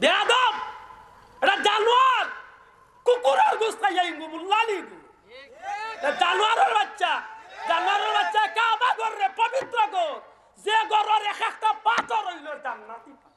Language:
Sylheti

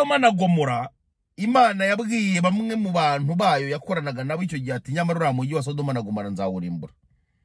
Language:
Kinyarwanda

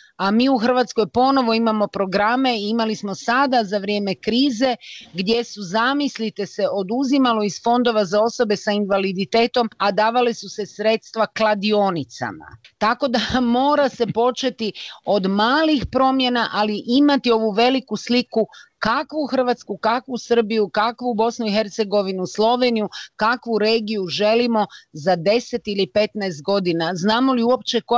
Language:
Croatian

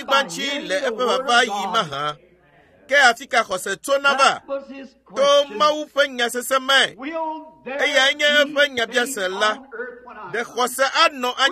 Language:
Ewe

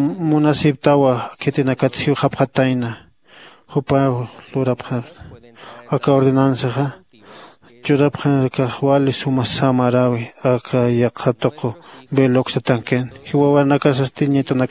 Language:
Aymara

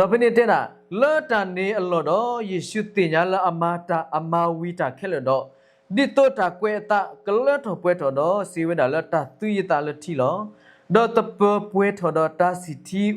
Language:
S'gaw Karen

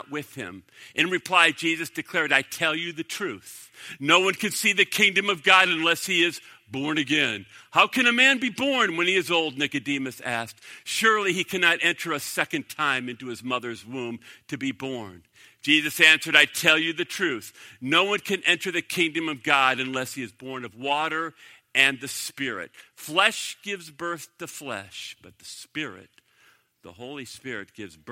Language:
English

